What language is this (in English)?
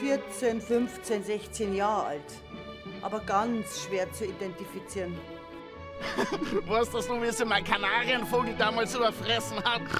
Bavarian